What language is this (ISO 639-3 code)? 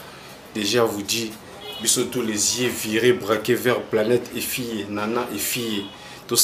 lin